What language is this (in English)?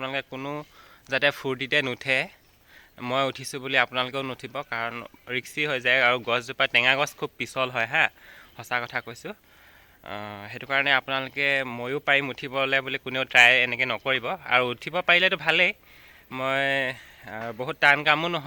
Assamese